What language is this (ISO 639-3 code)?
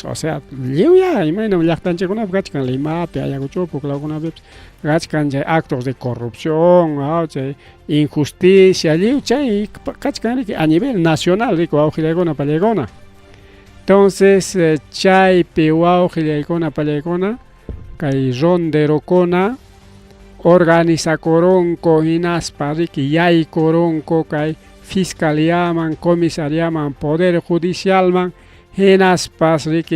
quy